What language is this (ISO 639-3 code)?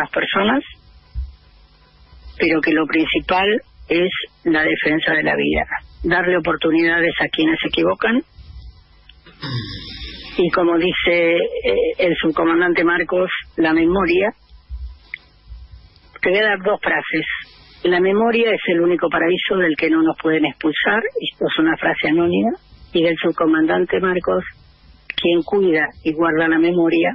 spa